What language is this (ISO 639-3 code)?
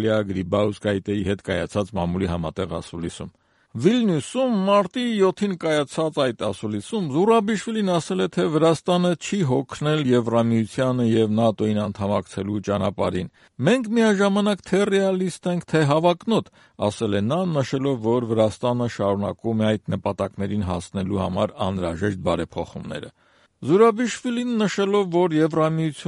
hye